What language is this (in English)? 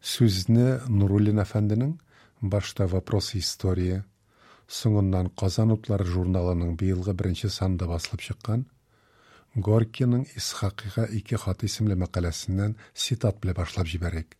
Tatar